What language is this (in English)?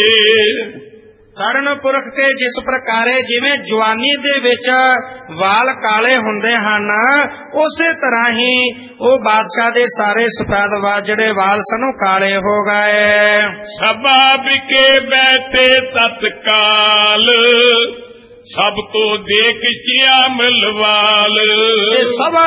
Punjabi